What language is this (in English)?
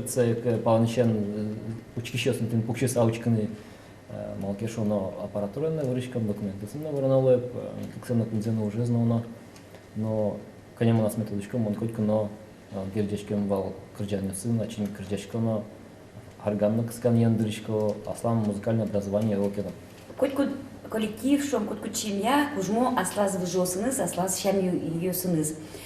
Udmurt